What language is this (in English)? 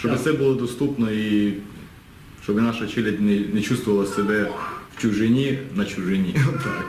Rusyn